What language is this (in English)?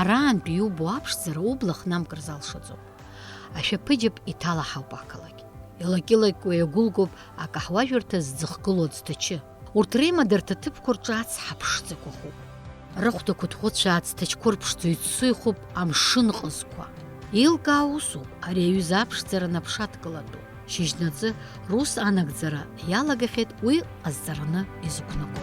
Abkhazian